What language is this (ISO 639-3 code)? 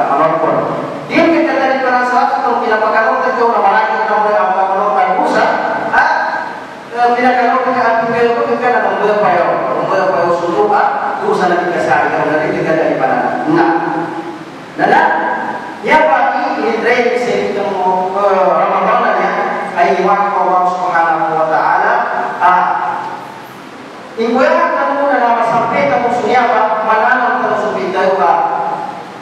msa